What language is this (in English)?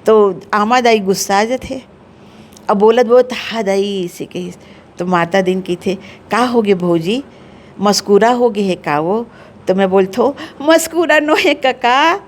Chhattisgarhi